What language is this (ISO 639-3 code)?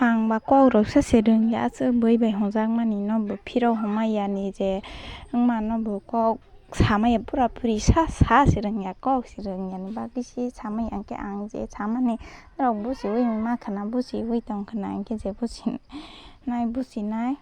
trp